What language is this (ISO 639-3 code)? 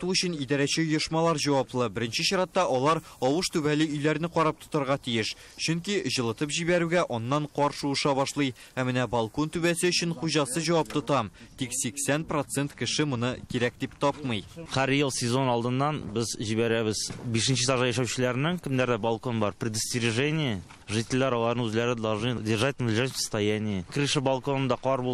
tat